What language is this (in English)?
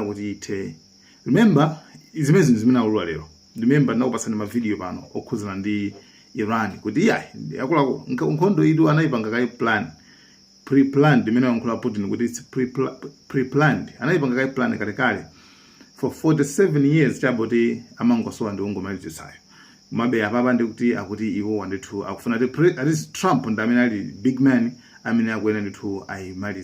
Nyanja